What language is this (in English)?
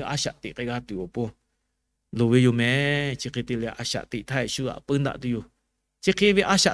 Lahu